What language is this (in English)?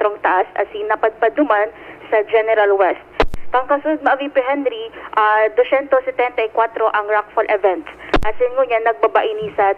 Bikol